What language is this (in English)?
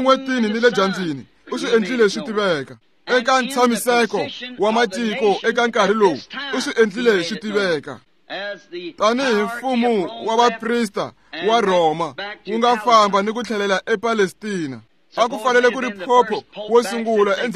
Tsonga